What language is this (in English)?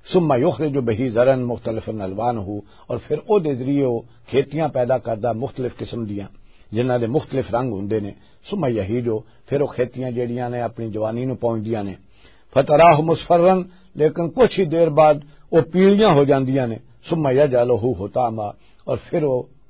Western Panjabi